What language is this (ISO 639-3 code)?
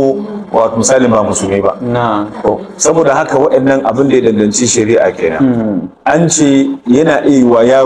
hau